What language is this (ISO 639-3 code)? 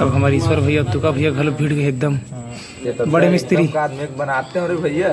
hne